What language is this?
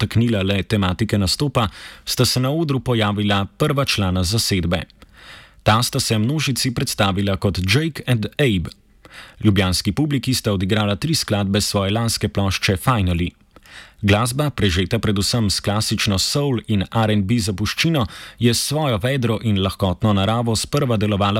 Slovenian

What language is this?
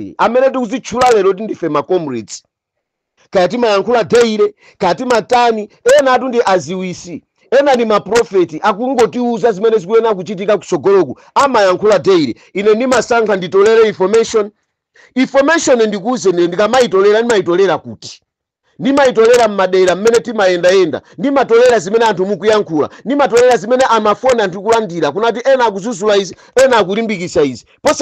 Nyanja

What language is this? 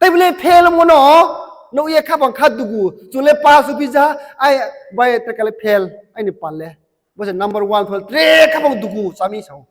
Riang (India)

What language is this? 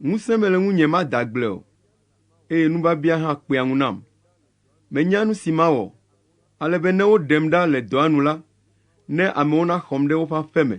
Ewe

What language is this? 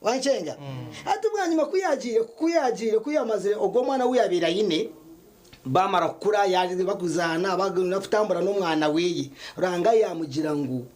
Nyankole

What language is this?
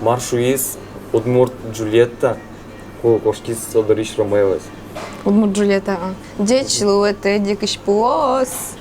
Udmurt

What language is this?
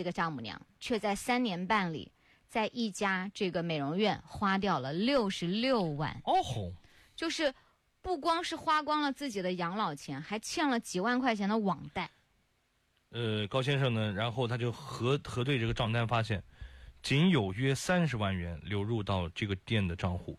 Chinese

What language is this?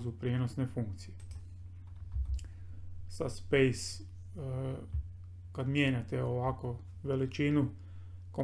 Croatian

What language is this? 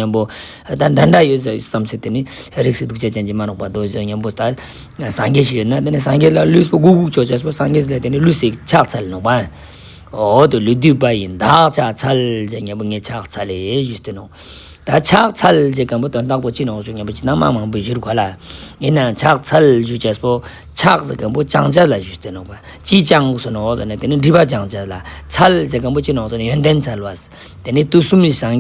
Ladakhi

